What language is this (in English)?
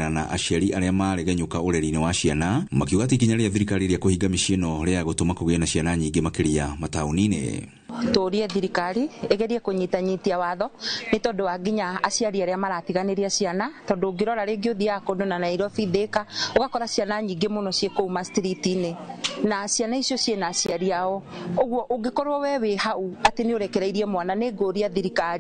Kikuyu